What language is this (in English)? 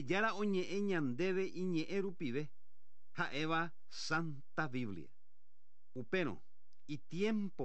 Guarani